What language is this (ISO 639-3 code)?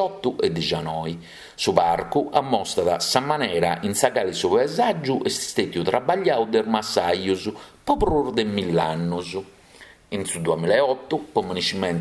srd